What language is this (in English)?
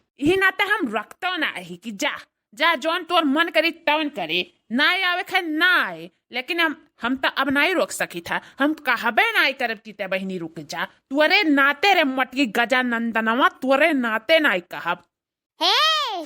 Awadhi